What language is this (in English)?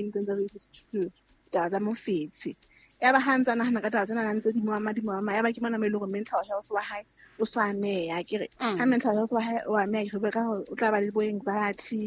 Southern Sotho